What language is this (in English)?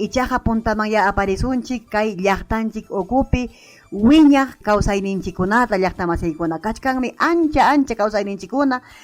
Ayacucho Quechua